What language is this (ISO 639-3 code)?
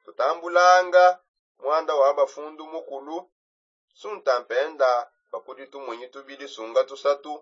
sop